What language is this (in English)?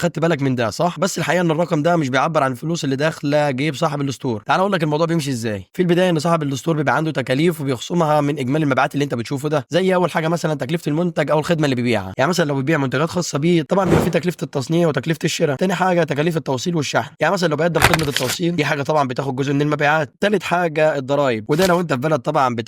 Egyptian Arabic